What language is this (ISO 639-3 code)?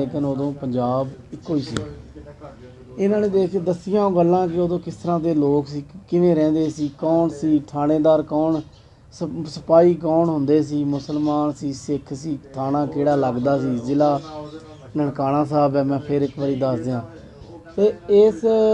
pan